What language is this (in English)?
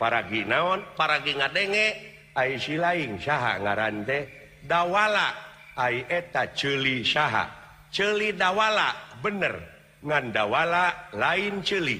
Sundanese